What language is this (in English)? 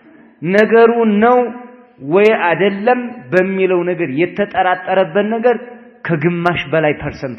Amharic